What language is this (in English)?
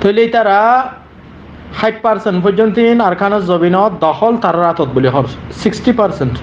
Rohingya